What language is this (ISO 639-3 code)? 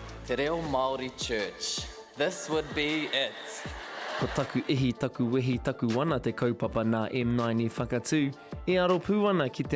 mri